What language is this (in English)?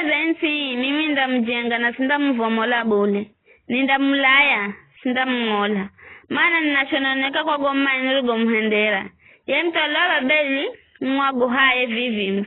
Giryama